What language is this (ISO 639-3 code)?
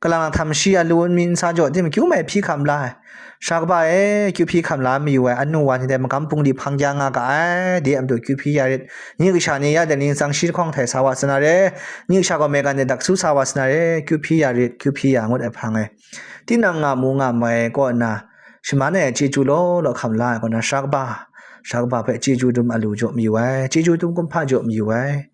kac